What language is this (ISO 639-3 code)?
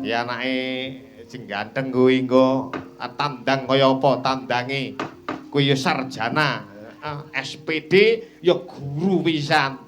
jav